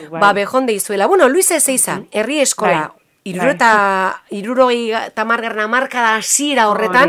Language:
Basque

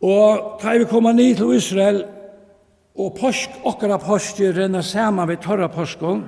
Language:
Faroese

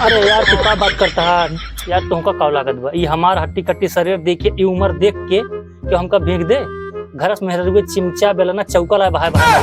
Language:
Awadhi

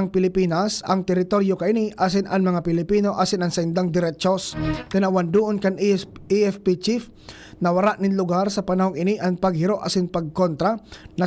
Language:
Bikol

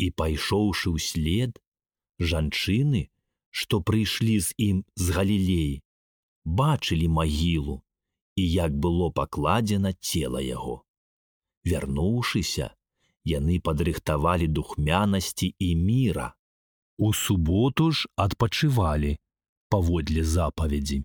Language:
Belarusian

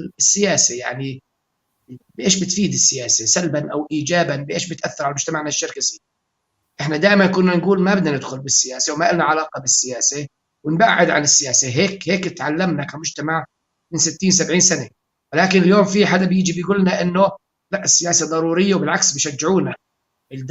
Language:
North Levantine Arabic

